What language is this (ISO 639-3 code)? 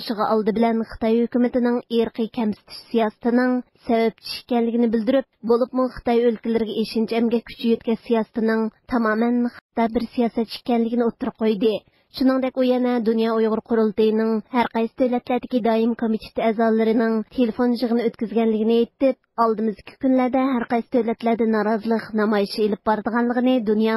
uig